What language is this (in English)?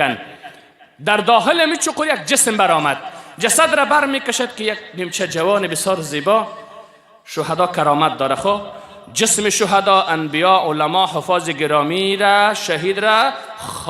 Persian